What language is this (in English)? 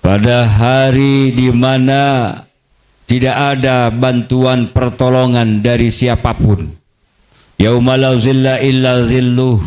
Sasak